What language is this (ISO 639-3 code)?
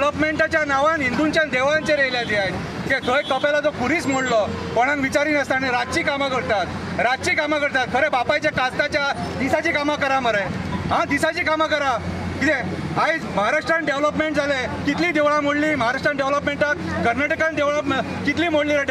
kok